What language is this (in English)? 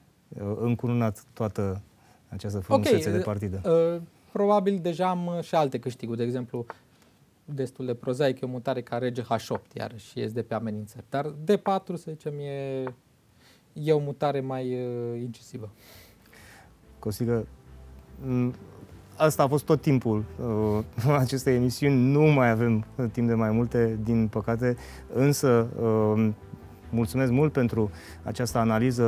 Romanian